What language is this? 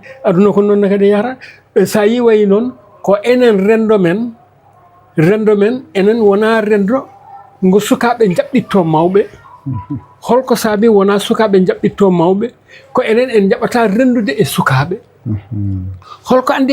Fula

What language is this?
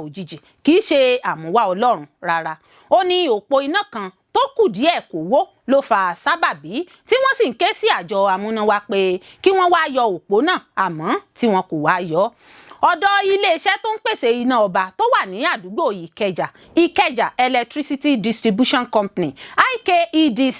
Yoruba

